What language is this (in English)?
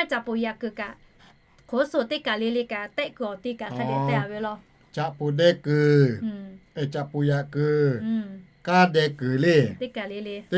Lahu